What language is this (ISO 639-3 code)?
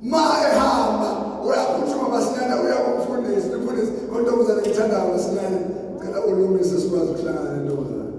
zul